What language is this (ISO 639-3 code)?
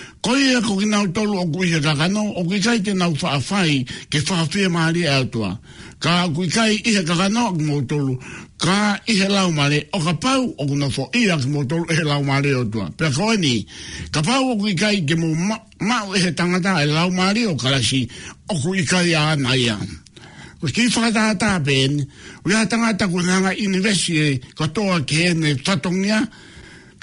ton